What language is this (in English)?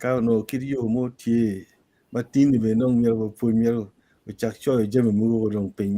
Acoli